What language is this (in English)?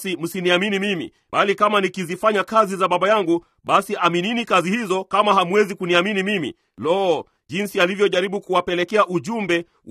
Swahili